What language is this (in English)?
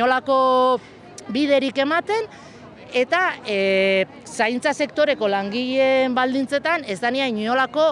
Basque